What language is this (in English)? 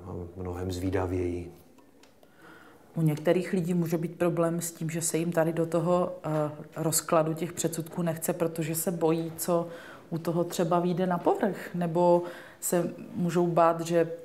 Czech